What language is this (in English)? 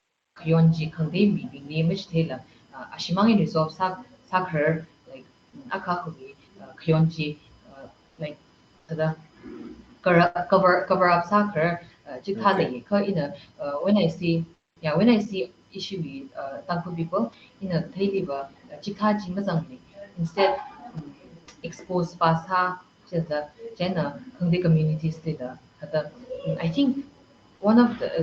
Tangkhul Naga (India)